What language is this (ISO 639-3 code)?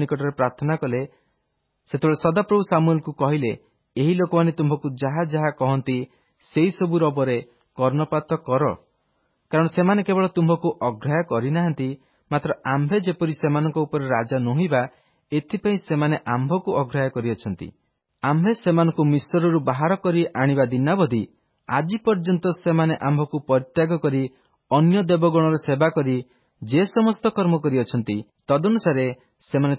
ori